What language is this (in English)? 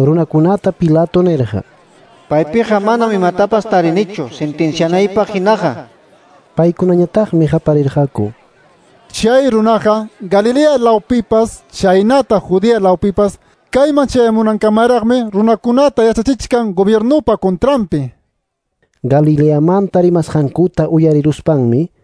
Quechua